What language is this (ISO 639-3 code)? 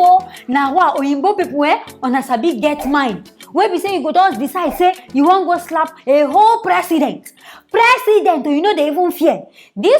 pcm